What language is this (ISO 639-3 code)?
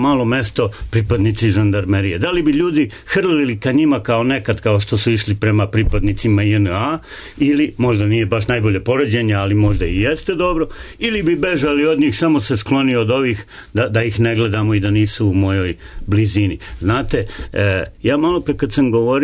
srp